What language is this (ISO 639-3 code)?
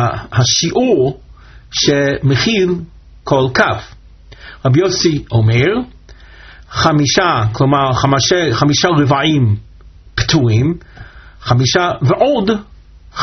heb